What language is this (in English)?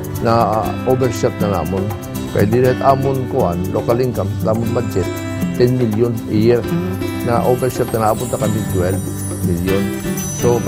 Waray